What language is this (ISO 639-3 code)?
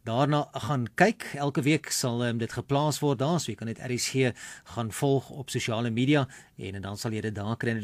afr